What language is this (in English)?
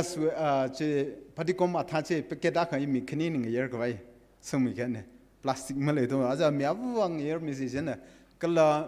Tangkhul Naga (India)